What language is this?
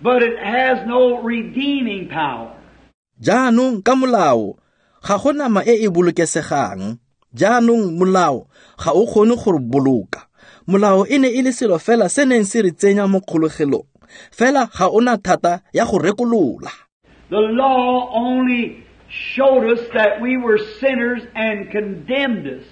Tswana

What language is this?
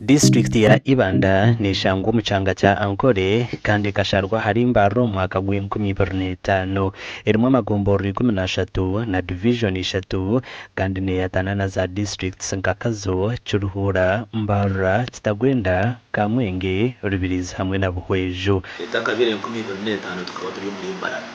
Nyankole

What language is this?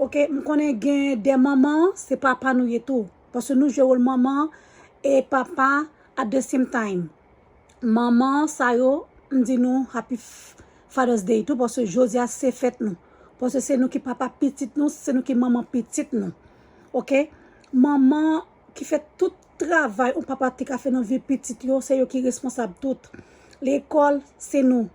Haitian Creole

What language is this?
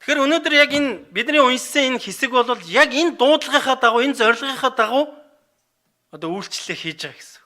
Mongolian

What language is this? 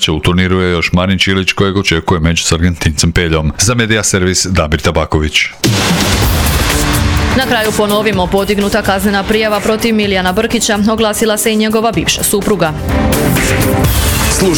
Croatian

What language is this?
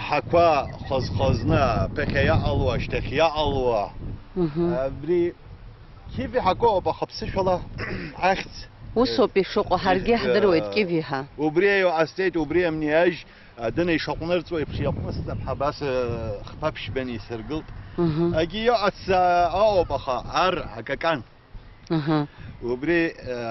Abkhazian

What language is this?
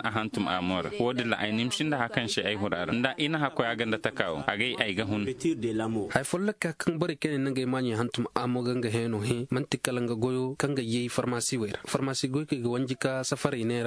Zarma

